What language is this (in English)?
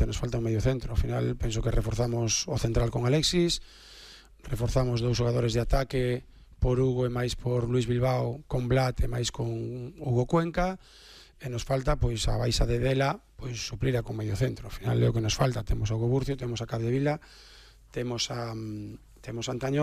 Galician